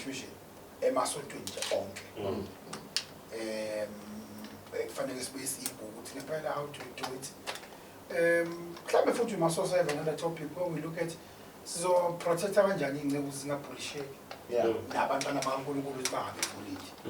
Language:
Zulu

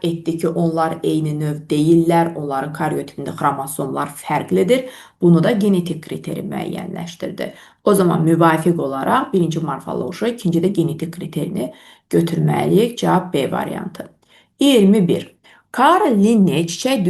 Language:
Azerbaijani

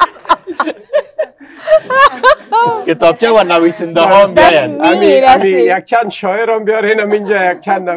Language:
Persian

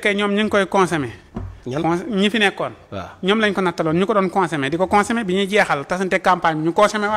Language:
Wolof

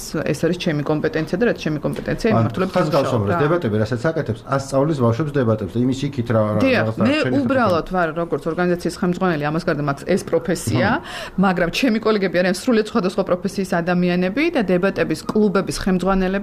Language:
Georgian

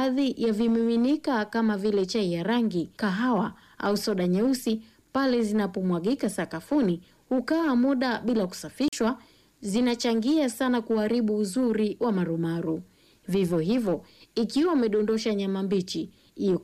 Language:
Swahili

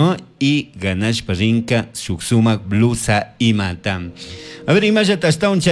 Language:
Chimborazo Highland Quichua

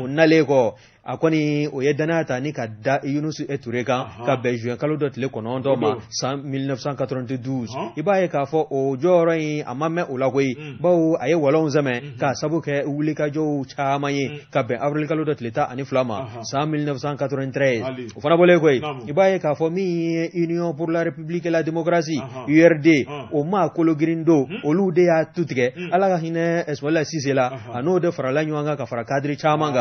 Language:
Bambara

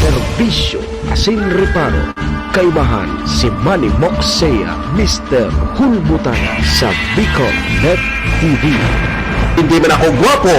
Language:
Bikol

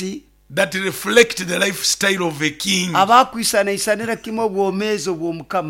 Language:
Nyoro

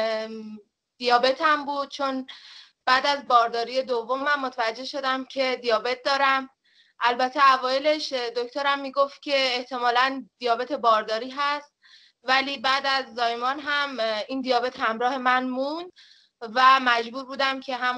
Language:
Persian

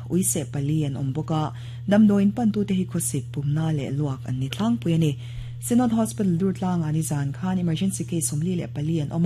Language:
Mizo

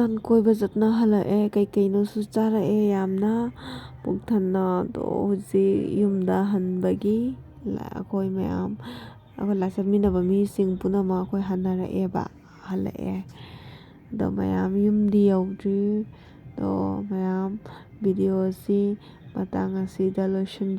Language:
Manipuri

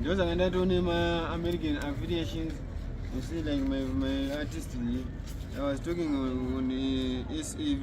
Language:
Shona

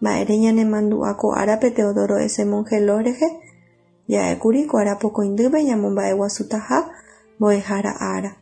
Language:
Guarani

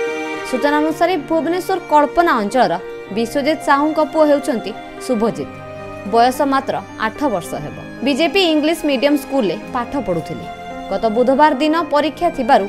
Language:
Odia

